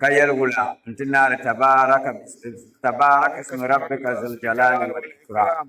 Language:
Dagbani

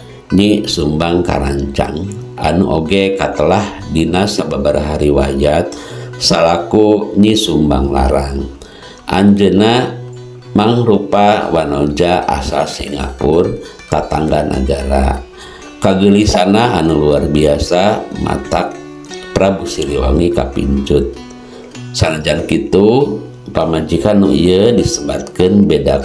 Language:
Sundanese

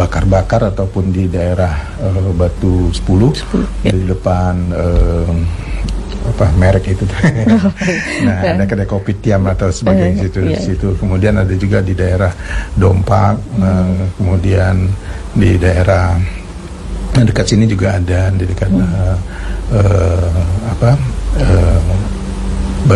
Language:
Indonesian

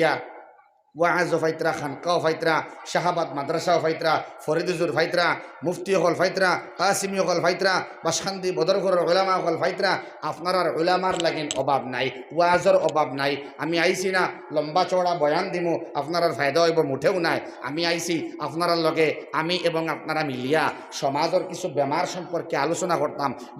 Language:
Sylheti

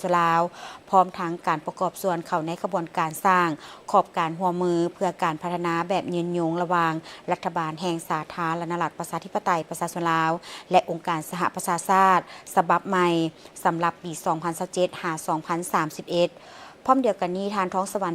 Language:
Lao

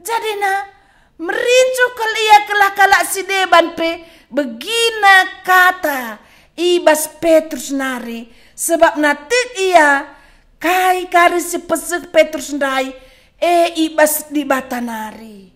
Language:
Batak Karo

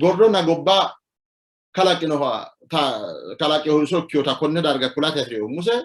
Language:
Sidamo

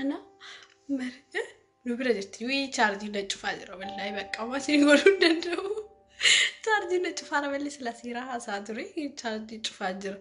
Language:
Oromo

